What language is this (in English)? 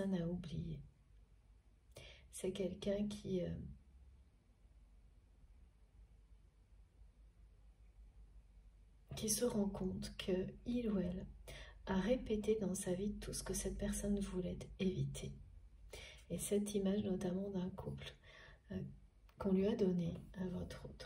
French